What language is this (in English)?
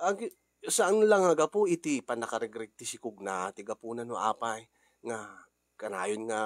Iloko